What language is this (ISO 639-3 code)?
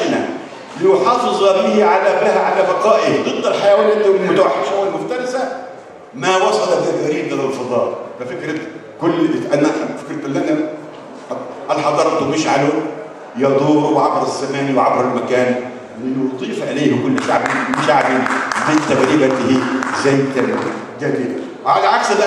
arz